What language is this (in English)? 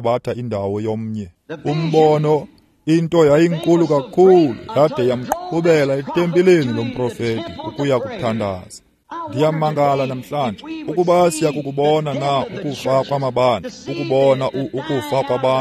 Xhosa